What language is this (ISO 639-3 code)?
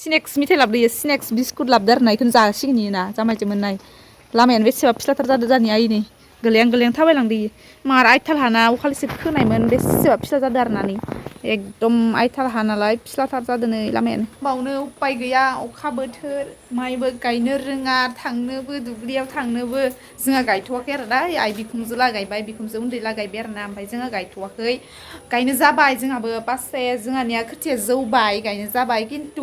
brx